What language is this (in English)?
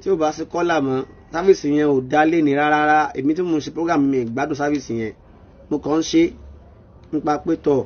Yoruba